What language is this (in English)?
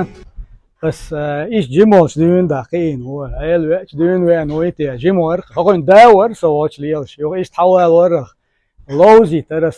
Chechen